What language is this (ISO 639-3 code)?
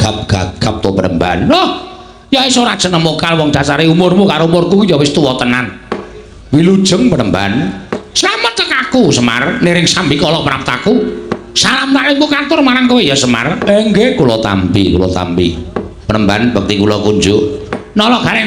jav